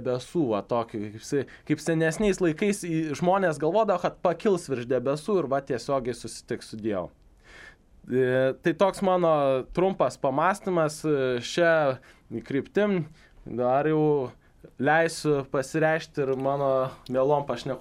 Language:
Lithuanian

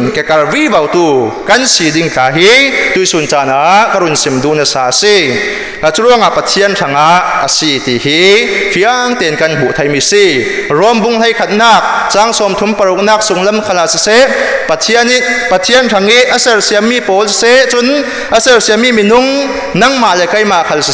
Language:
Falam Chin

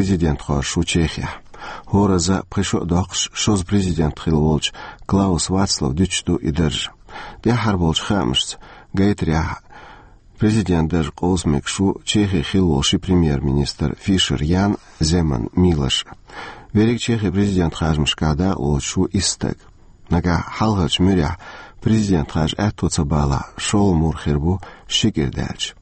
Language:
Chechen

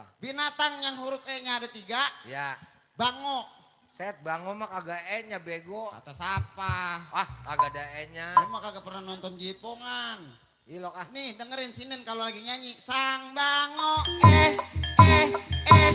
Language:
Betawi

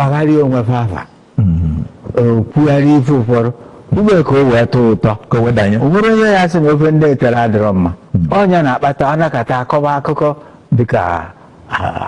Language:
Igbo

